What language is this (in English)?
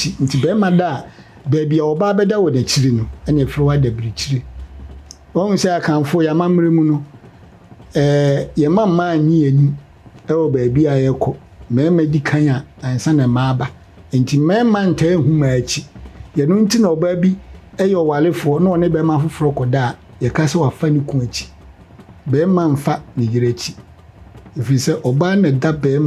Akan